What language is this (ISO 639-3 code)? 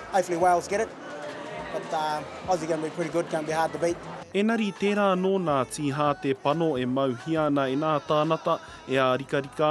mri